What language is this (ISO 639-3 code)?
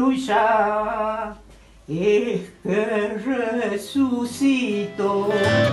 spa